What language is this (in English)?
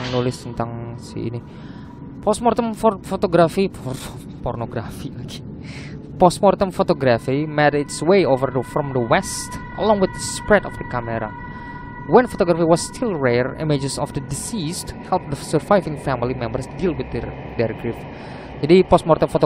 Indonesian